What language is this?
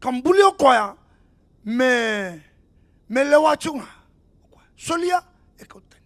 Fijian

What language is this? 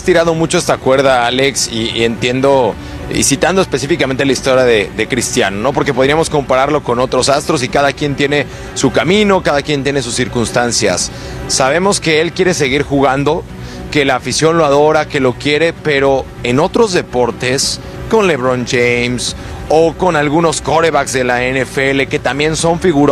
Spanish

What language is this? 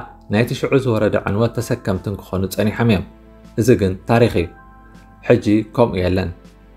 Tigrinya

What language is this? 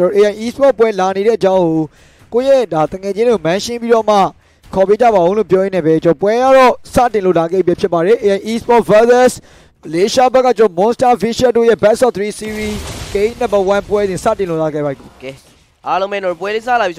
Burmese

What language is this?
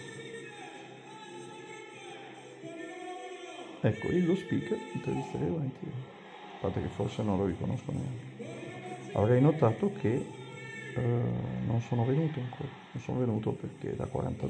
Italian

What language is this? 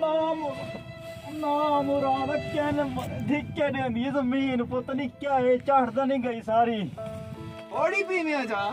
Saraiki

